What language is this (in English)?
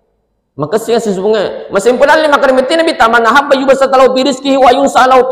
Buginese